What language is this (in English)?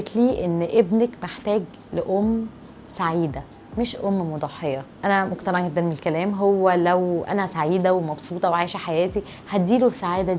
Egyptian Arabic